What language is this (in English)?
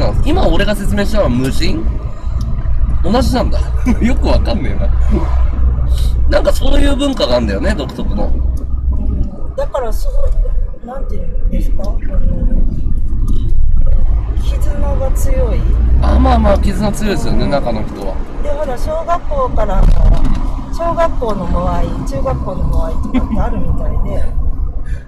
Japanese